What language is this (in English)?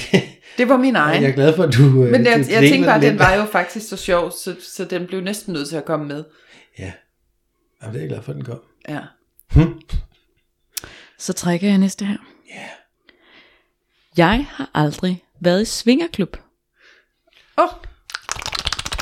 Danish